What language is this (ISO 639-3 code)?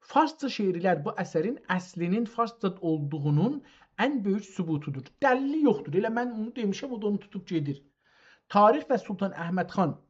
azb